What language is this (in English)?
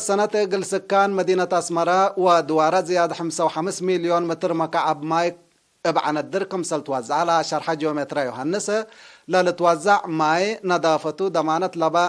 Tigre